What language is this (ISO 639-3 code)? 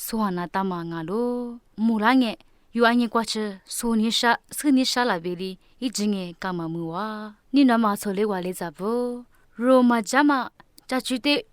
lis